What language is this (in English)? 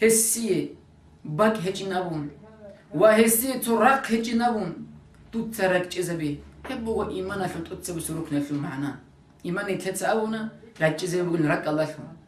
Avaric